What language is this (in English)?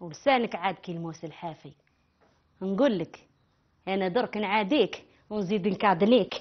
Algerian Arabic